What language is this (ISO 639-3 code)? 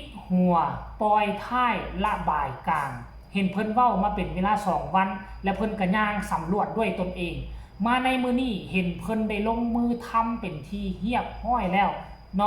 tts